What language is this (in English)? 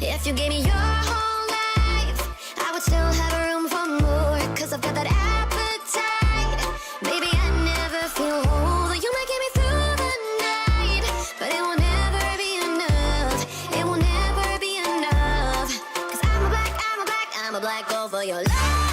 Kara-Kalpak